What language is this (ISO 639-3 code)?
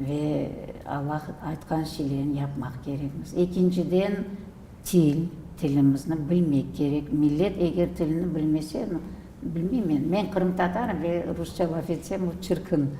crh